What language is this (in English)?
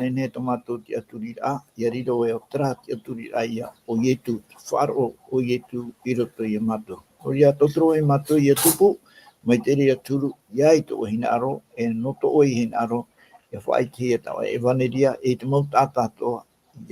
Tahitian